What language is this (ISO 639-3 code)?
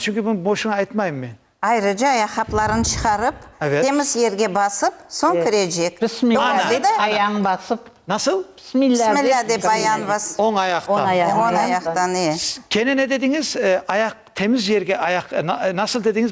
crh